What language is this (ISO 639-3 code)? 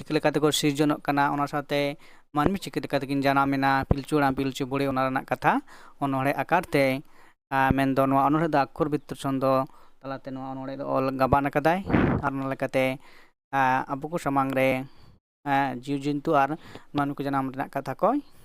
sat